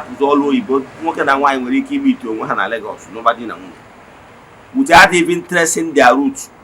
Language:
Igbo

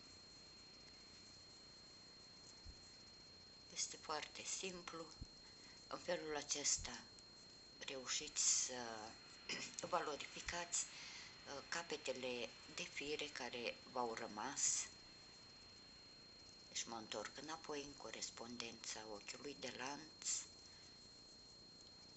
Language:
Romanian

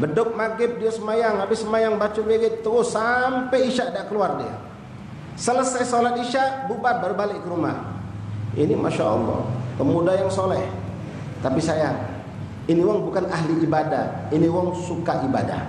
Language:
Musi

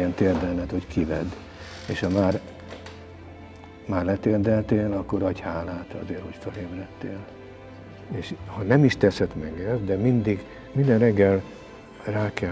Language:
Hungarian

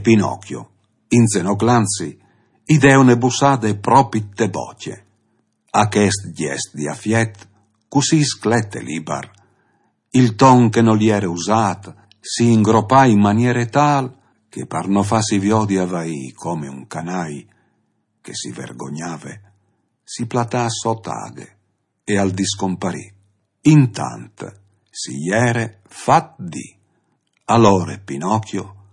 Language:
Friulian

